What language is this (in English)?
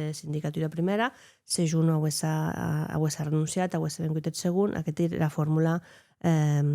Occitan